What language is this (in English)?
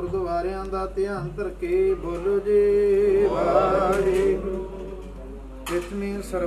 Punjabi